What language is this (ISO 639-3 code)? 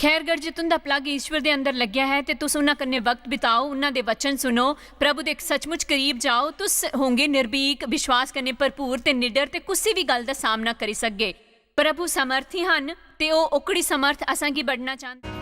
doi